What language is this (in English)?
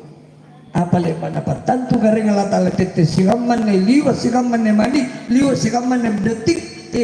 Makasar